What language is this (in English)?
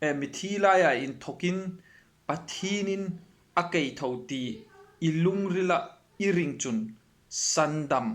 Hmar